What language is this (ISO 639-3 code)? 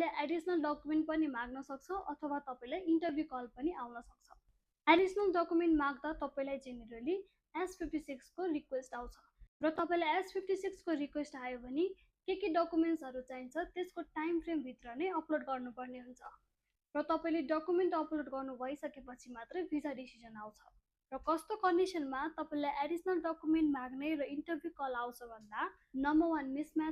nep